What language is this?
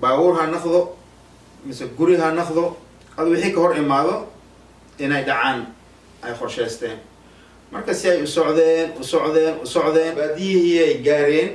Somali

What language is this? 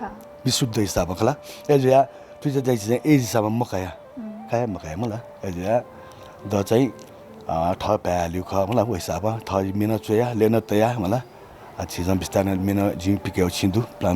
Newari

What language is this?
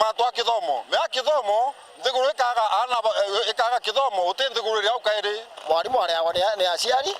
Meru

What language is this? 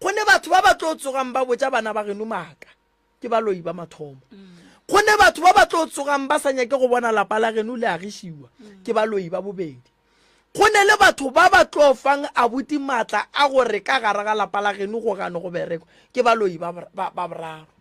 Northern Sotho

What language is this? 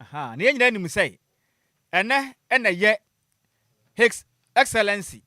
Akan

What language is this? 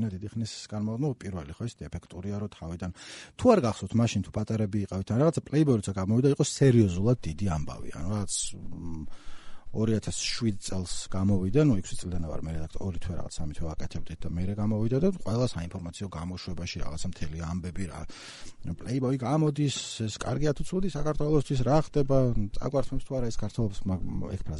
Georgian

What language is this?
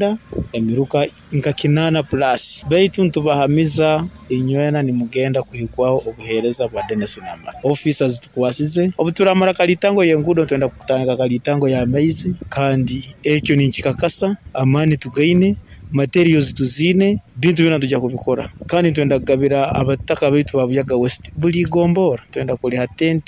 Nyoro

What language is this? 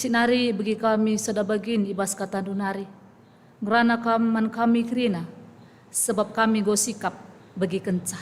Batak Karo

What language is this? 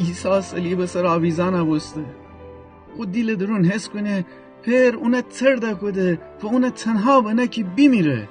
Gilaki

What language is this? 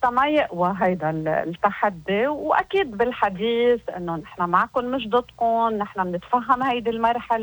North Levantine Arabic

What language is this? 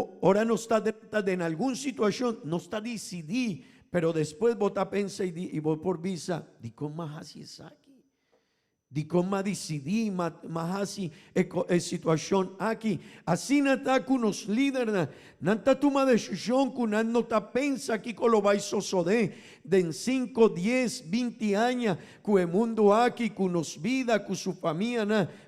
Papiamento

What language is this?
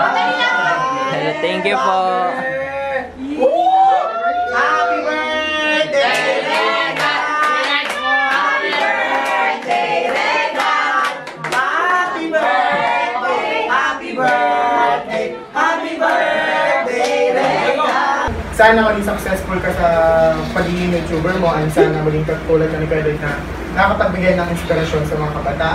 Filipino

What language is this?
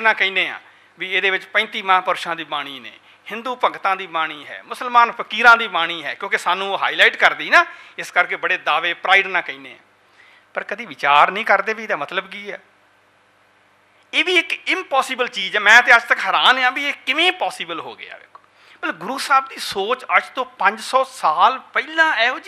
Punjabi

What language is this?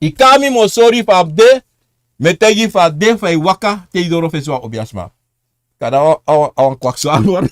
Sranan Tongo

